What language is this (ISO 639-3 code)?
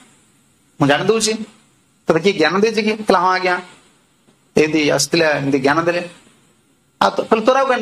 ori